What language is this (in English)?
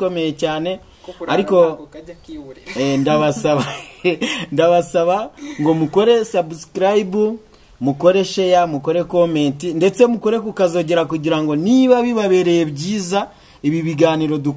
Kinyarwanda